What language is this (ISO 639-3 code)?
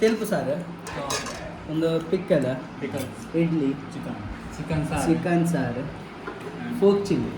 tcy